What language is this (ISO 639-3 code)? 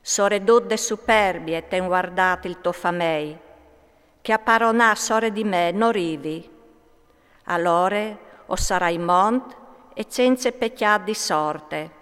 fur